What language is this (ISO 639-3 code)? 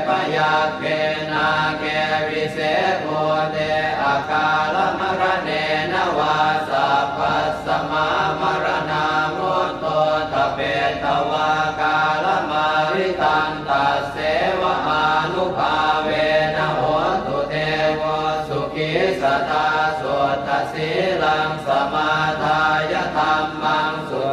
pli